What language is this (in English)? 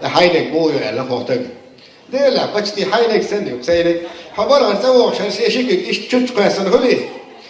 Chechen